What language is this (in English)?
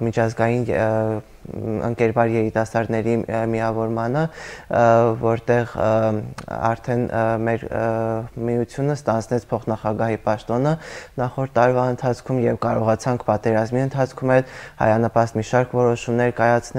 Armenian